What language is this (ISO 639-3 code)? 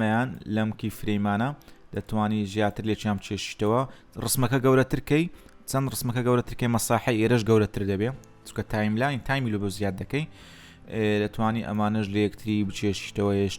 ckb